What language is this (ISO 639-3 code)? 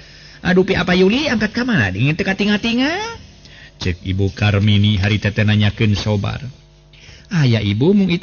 sun